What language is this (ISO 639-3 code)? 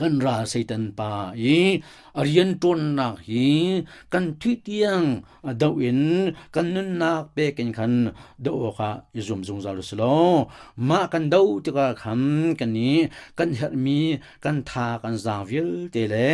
cnh